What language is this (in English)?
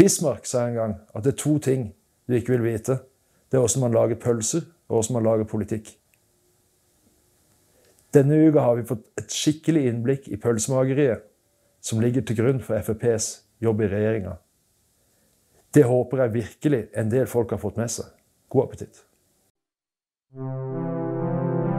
Norwegian